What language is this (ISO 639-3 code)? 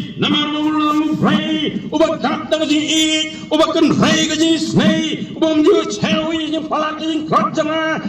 kha